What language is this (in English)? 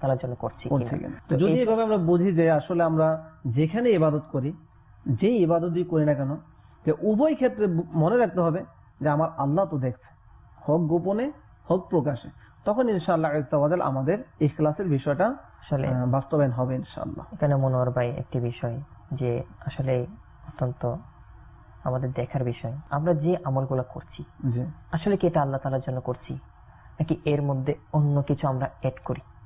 Bangla